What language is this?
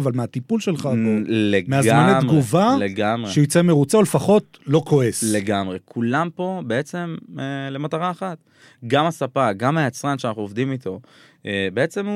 Hebrew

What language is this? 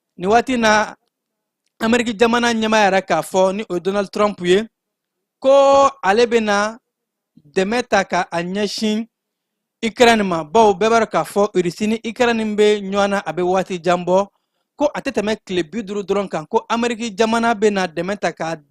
Bambara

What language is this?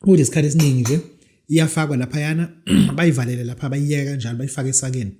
Zulu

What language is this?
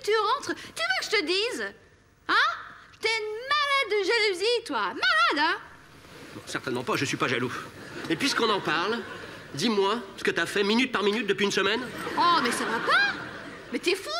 French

